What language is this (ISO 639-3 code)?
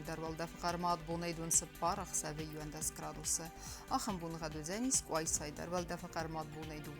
oss